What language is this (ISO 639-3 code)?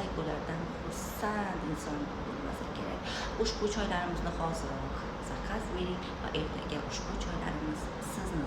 uzb